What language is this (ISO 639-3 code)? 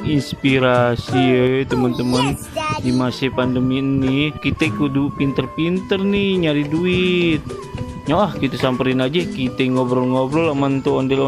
bew